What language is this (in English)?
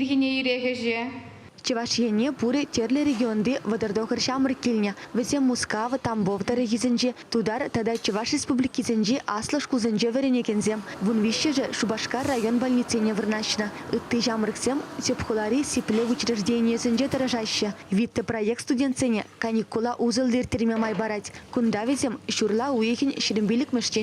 Chuvash